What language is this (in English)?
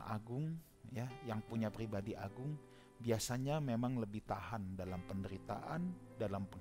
Indonesian